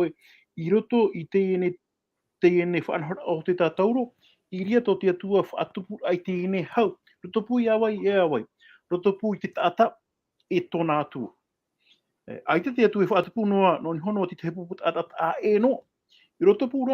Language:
Tahitian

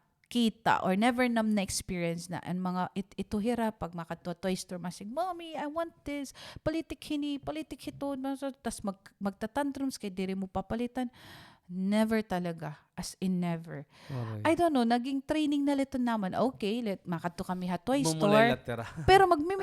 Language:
Waray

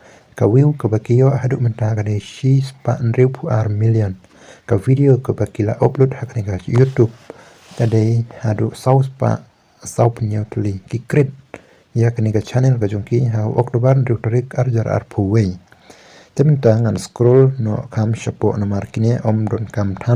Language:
Khasi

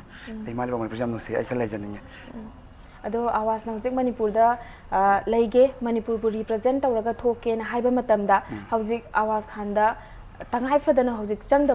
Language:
Manipuri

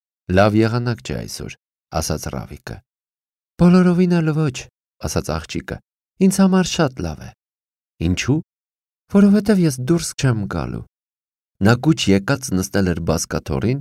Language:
Armenian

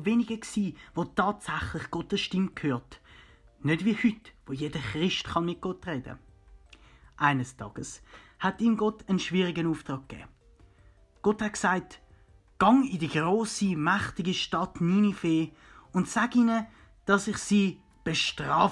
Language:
Swiss German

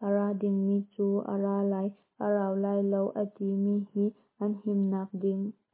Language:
Hakha Chin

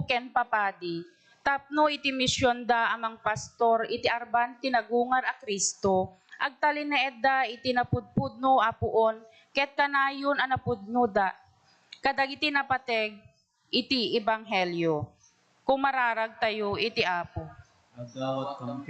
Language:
Iloko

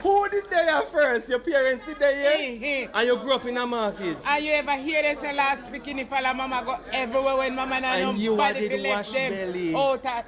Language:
Jamaican Creole English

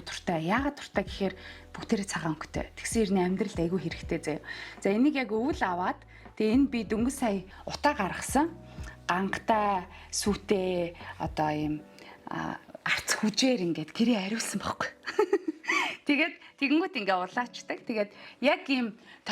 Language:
Mongolian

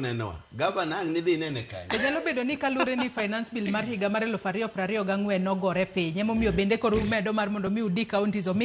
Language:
Luo (Kenya and Tanzania)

